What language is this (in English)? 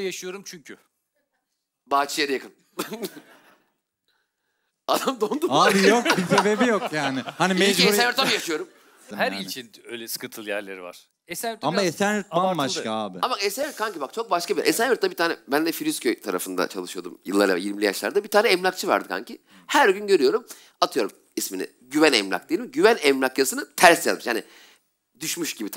Turkish